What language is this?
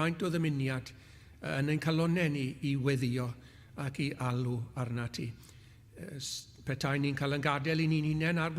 Welsh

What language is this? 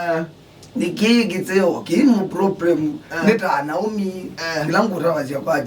Kamba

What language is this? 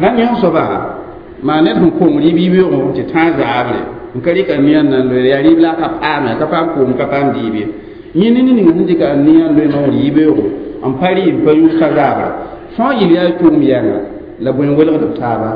Mossi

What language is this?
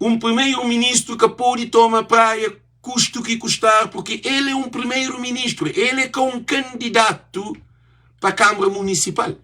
Kabuverdianu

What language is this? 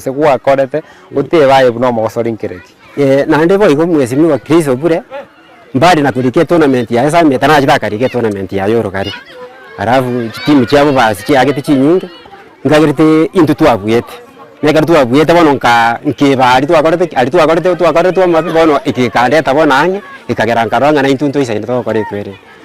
Gusii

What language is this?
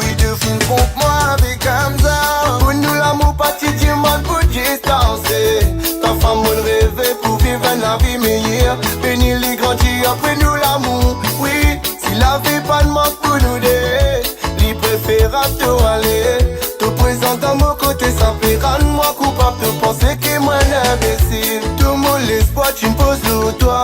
Réunion Creole French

